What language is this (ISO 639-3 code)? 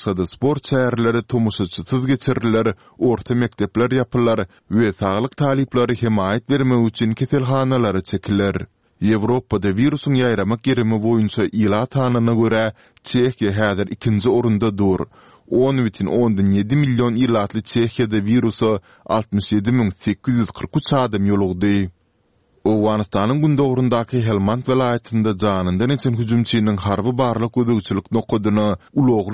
tuk